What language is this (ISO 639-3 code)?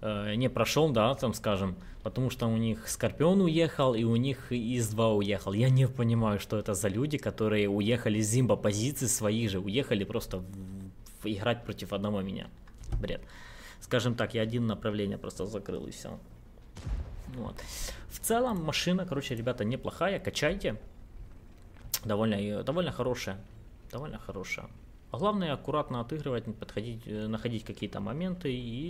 rus